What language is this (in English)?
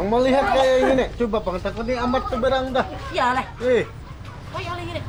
Banjar